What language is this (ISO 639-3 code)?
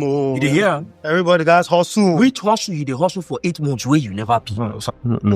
pcm